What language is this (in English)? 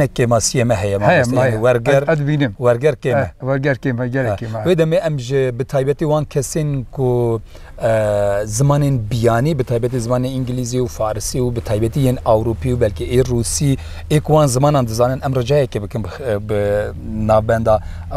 Kurdish